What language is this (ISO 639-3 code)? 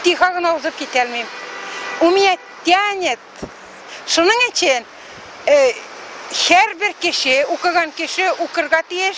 tat